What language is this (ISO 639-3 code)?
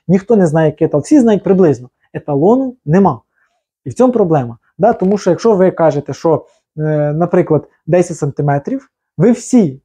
ukr